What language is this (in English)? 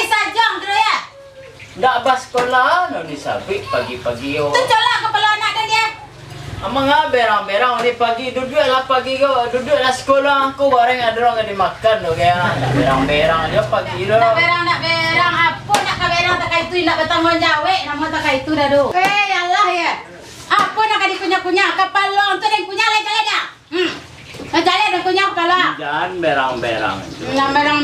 Minangkabau